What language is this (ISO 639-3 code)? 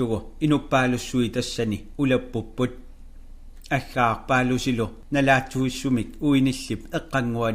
kal